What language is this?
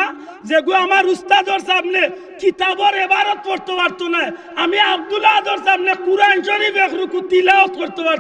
Sylheti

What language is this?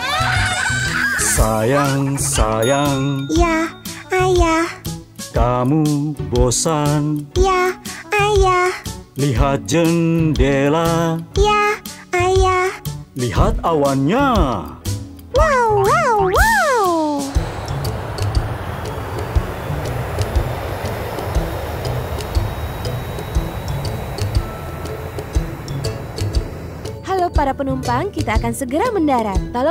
Indonesian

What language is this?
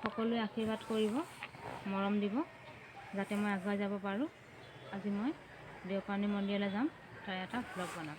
Assamese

